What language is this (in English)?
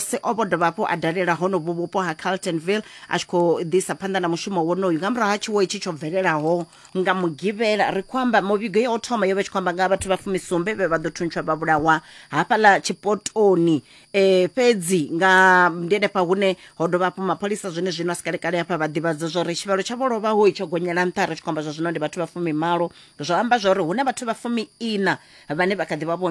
Venda